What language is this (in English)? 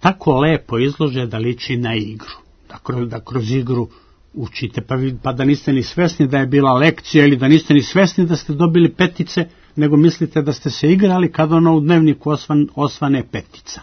Serbian